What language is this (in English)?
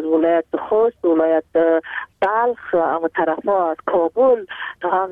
Persian